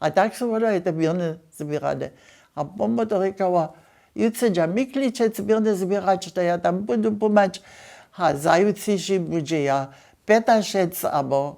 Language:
Upper Sorbian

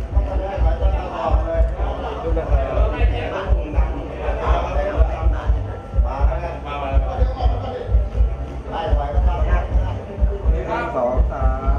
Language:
Thai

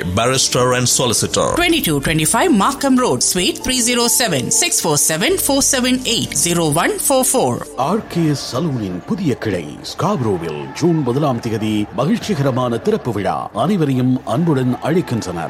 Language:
Tamil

